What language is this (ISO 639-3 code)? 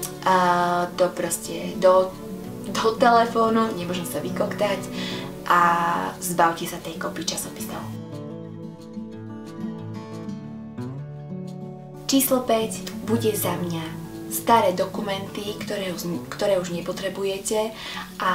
slk